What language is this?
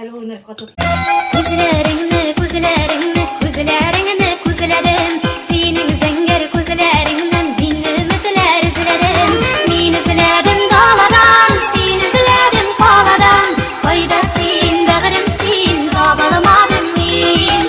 Bashkir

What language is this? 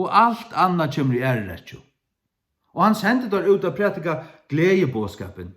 Faroese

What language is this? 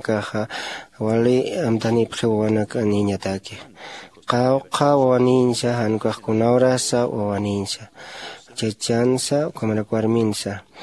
Aymara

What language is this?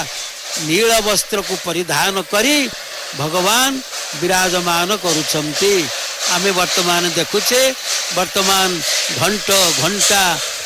Odia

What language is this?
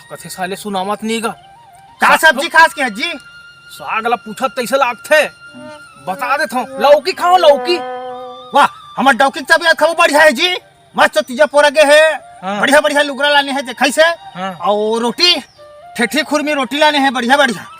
Chhattisgarhi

